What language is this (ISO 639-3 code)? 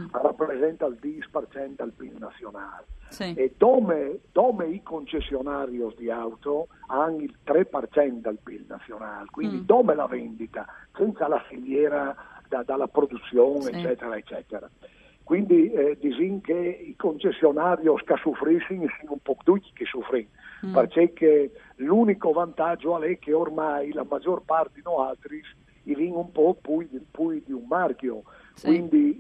fur